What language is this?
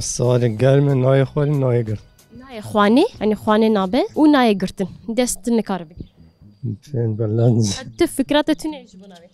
Kurdish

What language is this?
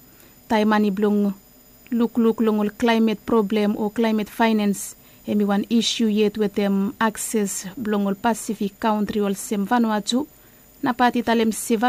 Bislama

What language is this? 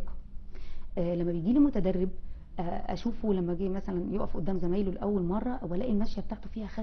Egyptian Arabic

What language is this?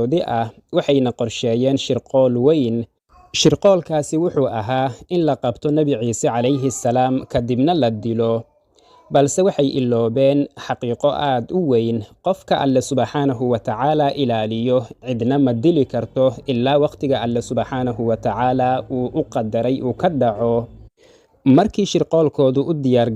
Somali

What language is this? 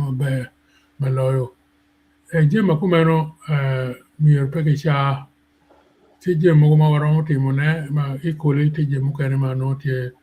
Acoli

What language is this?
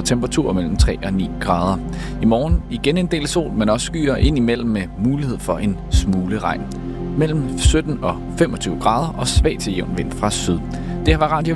Danish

